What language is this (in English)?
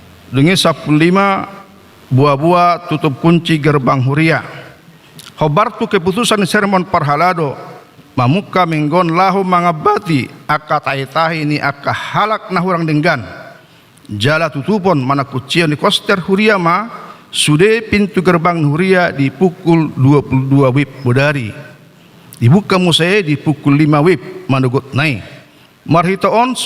Batak Toba